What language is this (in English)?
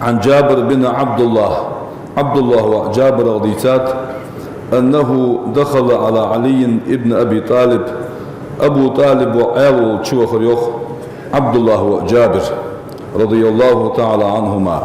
Ingush